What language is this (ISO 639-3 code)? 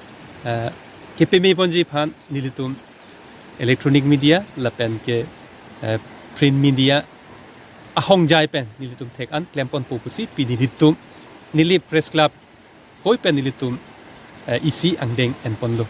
mjw